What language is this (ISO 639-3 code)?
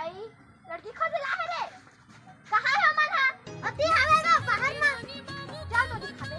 hne